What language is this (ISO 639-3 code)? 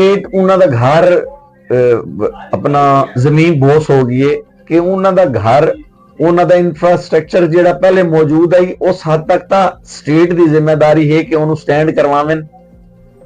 lah